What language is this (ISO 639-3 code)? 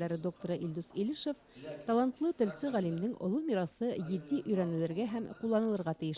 bak